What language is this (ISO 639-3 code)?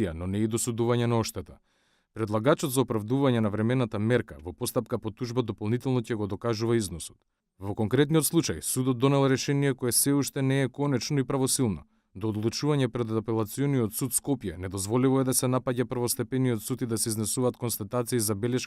mkd